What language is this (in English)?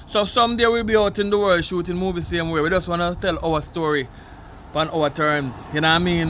Jamaican Creole English